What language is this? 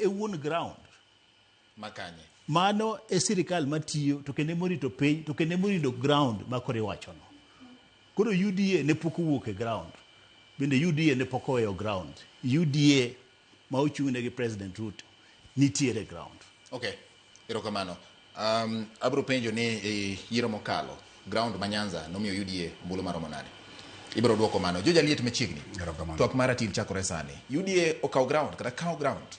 Luo (Kenya and Tanzania)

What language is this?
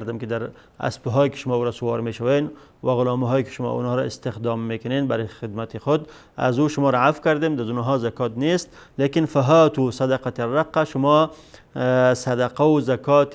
Persian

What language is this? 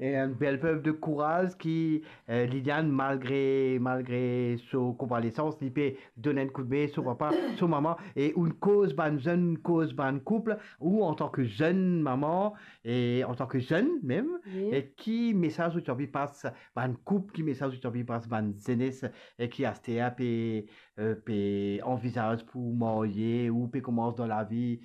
Morisyen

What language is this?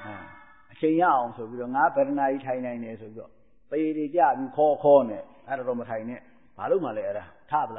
Burmese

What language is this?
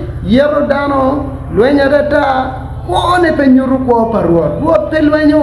Acoli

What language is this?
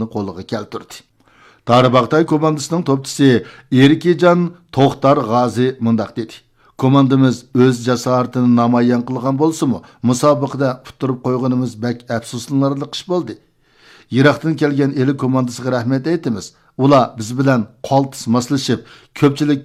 Uyghur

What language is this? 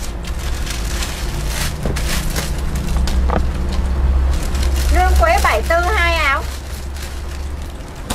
Vietnamese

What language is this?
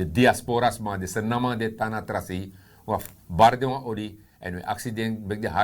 Sranan Tongo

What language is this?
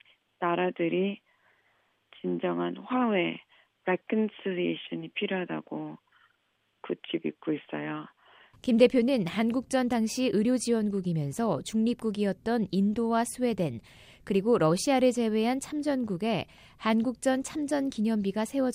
Korean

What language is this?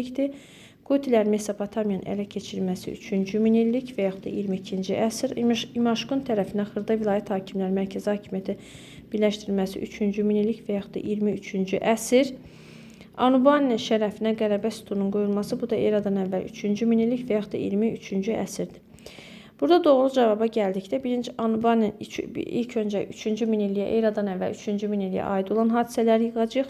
Azerbaijani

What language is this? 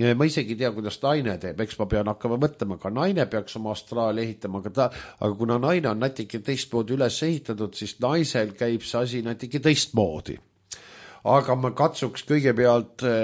Estonian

